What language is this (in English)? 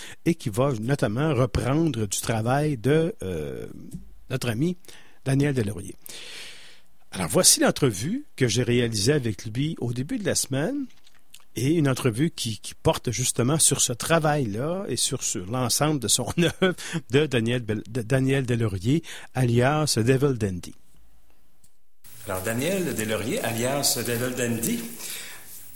French